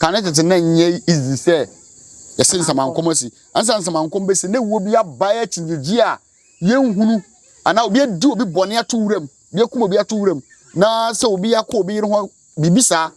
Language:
Akan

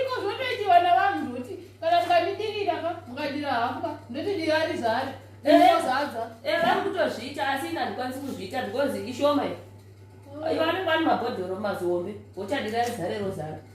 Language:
Shona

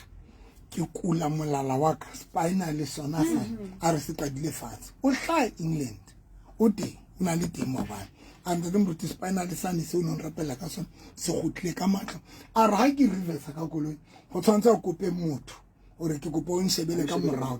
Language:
Southern Sotho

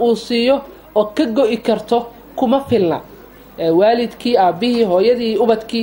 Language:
Somali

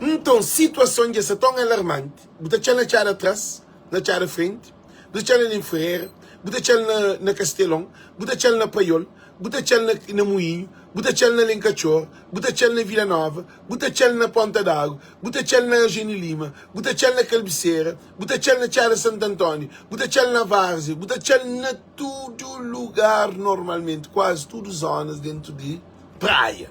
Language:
Kabuverdianu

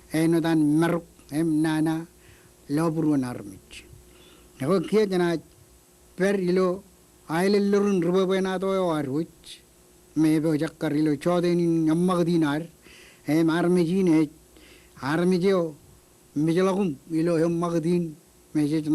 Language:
Marshallese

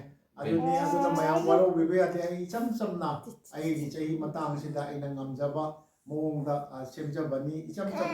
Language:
Manipuri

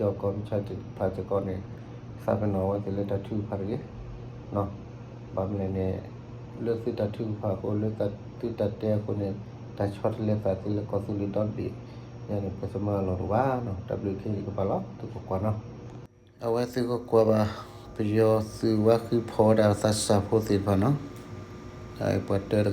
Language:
S'gaw Karen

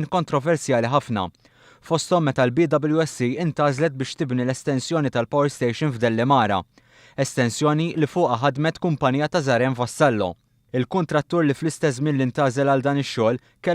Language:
Maltese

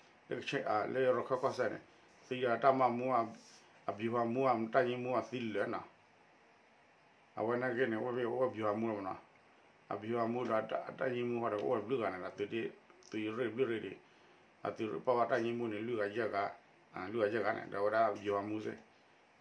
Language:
S'gaw Karen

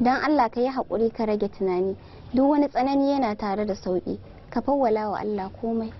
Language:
Hausa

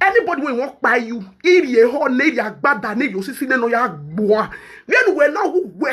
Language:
Nigerian Pidgin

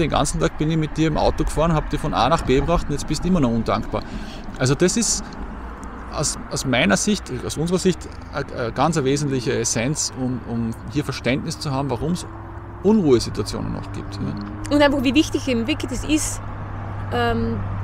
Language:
German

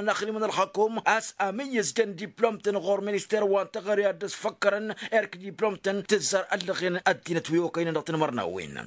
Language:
Tamasheq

